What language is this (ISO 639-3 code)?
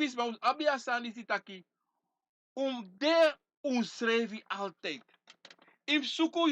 srn